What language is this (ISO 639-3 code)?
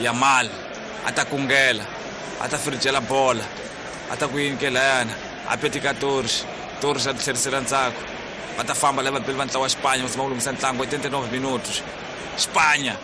tso